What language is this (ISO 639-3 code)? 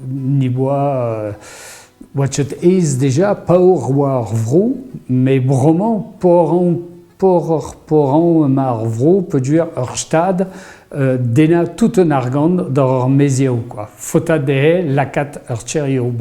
bre